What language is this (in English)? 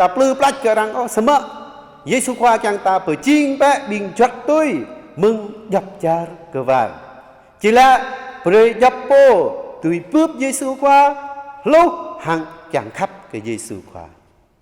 Jarai